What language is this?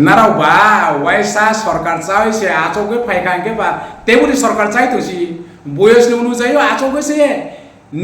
Riang (India)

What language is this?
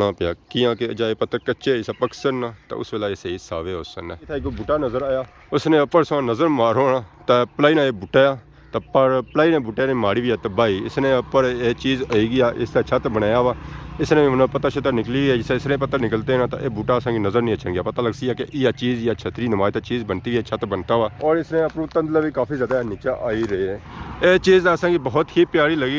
Pahari-Potwari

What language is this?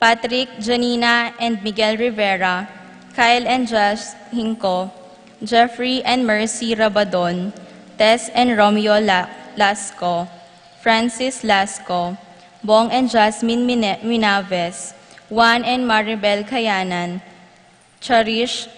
Pampanga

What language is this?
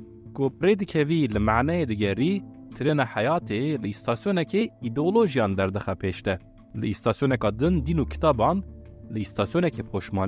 Kurdish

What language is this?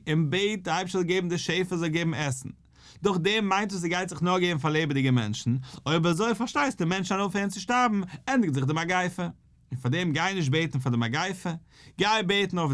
Yiddish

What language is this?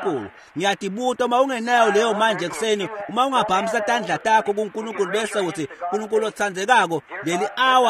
Swati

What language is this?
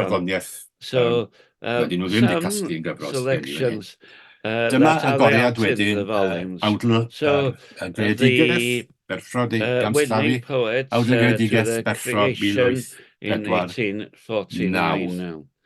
Welsh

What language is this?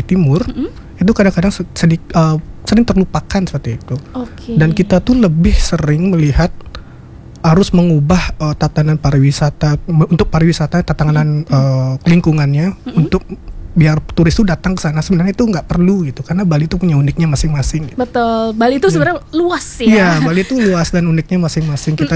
Indonesian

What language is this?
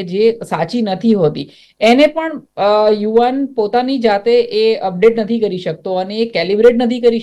Gujarati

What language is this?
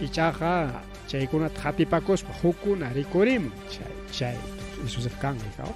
Ayacucho Quechua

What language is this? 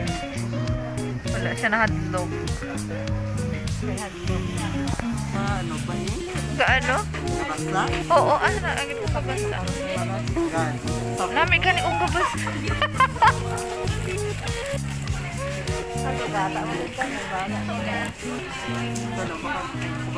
Filipino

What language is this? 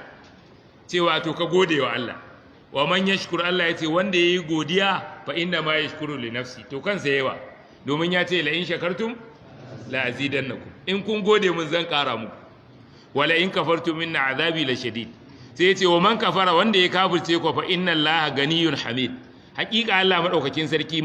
Hausa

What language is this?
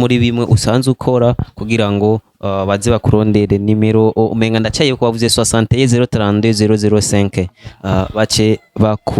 Rundi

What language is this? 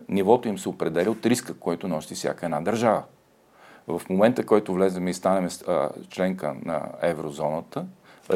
Bulgarian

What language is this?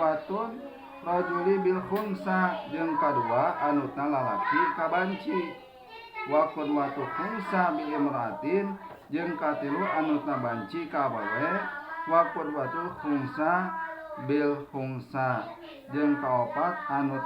Sundanese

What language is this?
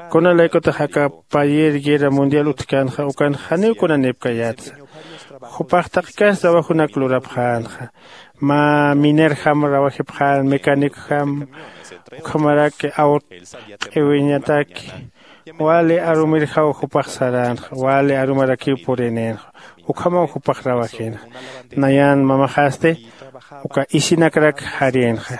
Aymara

